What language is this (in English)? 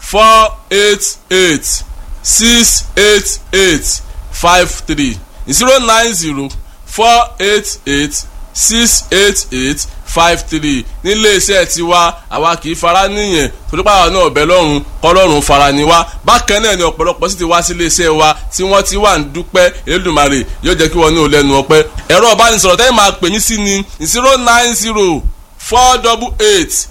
Yoruba